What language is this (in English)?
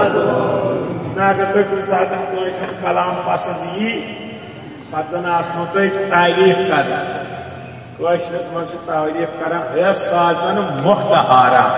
Kashmiri